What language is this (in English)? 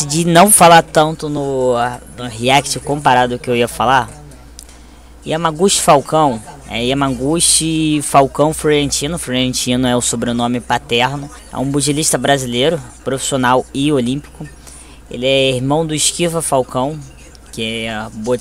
Portuguese